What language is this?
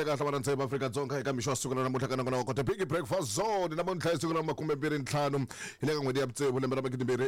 Tsonga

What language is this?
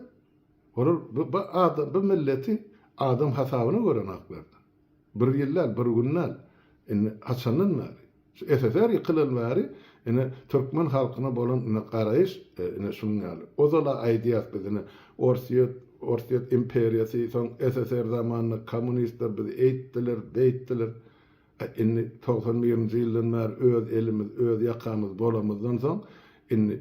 Turkmen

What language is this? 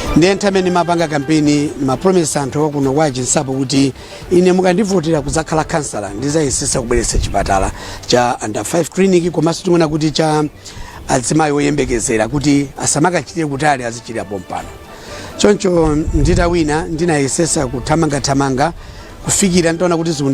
Nyanja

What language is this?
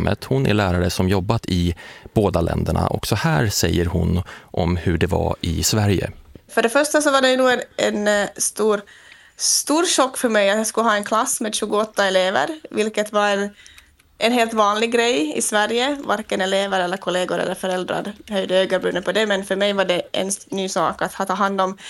Swedish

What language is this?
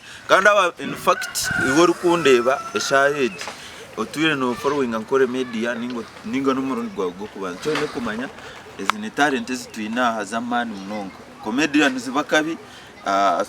Nyankole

